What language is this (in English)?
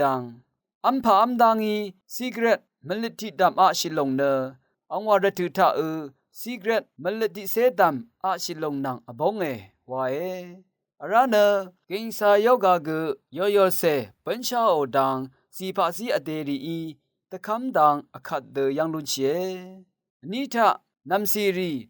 Rawang